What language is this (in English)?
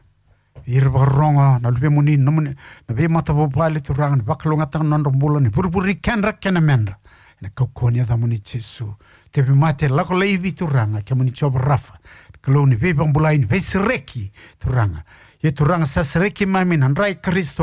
Fijian